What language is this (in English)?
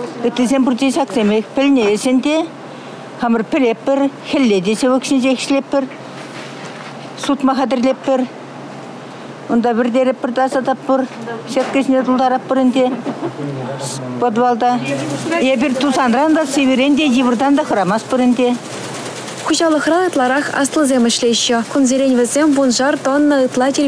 Chuvash